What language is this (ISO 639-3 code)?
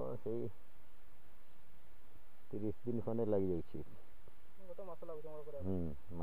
ori